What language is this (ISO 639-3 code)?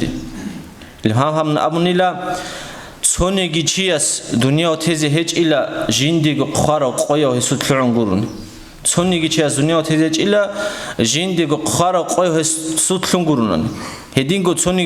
ava